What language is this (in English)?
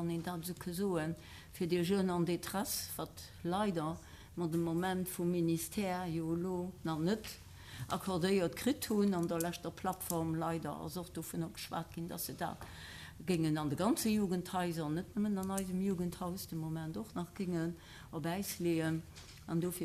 Luxembourgish